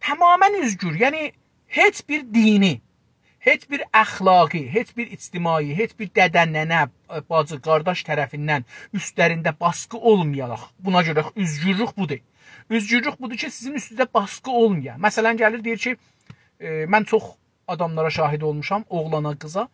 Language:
South Azerbaijani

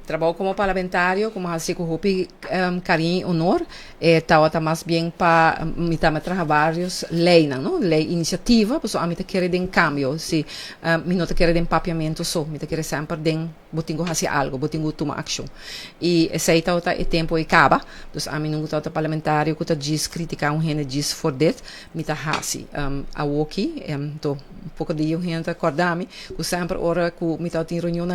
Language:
Papiamento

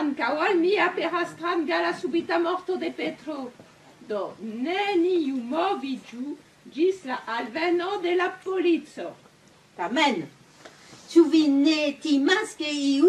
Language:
Esperanto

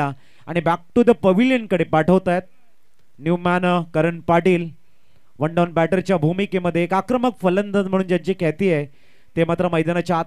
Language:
Marathi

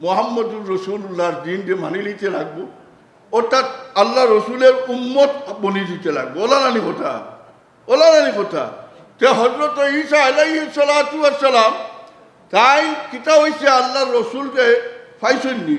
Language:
Sylheti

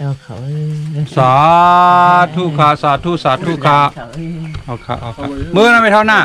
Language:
Shan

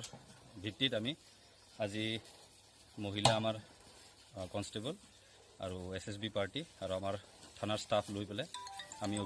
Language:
Assamese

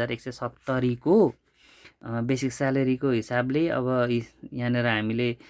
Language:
Nepali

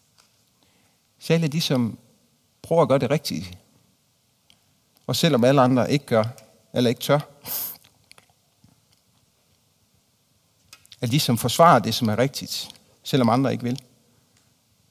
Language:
Danish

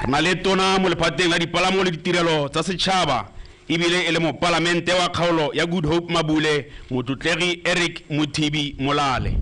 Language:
Tswana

